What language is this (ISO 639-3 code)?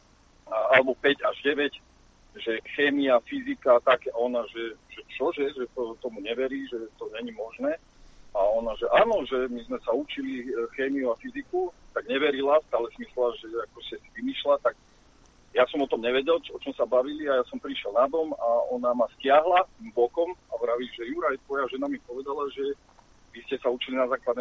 slk